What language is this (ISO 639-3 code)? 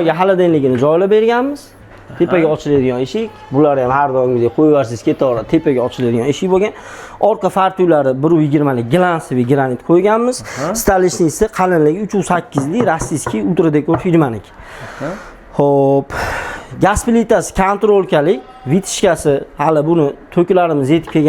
uzb